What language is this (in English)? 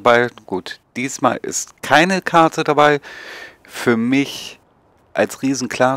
German